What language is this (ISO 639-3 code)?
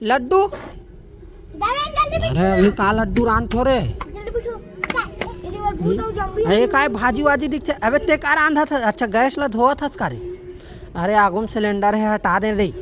hne